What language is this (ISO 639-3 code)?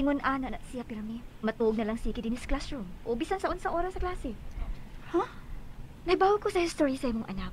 ceb